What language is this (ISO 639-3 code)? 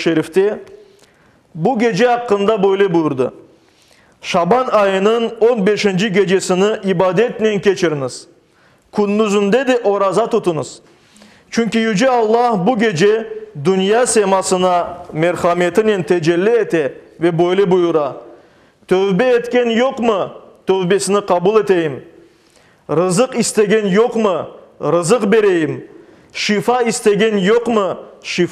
crh